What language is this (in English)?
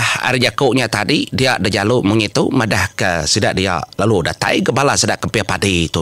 Iban